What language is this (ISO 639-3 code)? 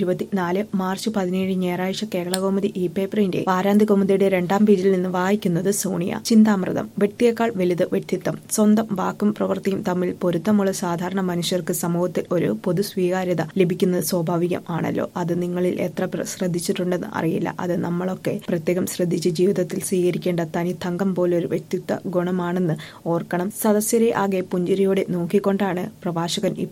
mal